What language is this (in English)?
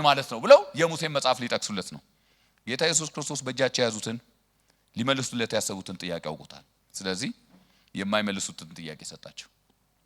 Amharic